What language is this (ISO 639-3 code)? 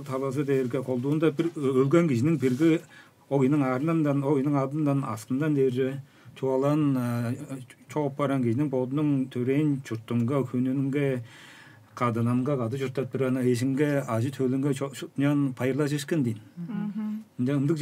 tyv